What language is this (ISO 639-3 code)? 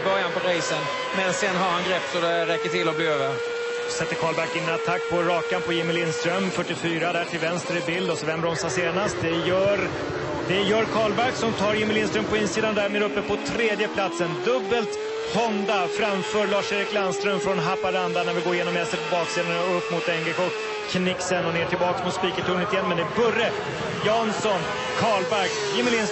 swe